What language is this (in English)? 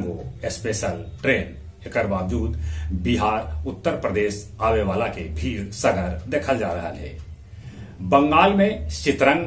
Magahi